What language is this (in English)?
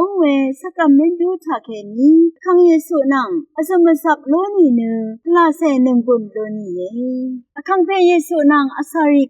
Rawang